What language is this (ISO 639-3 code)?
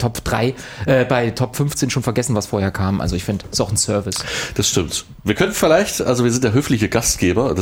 deu